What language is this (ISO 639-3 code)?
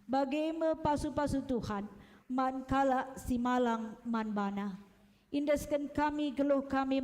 btx